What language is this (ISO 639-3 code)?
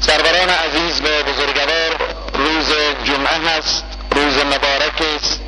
fas